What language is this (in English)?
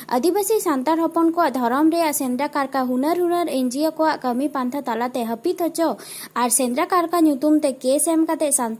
Santali